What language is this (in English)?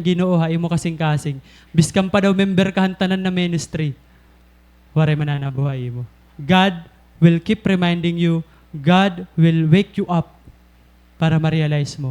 Waray